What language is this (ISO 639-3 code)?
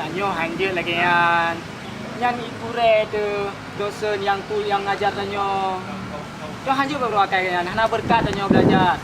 ace